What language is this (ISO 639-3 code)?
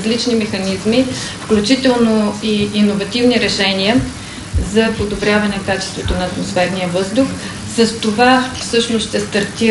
bul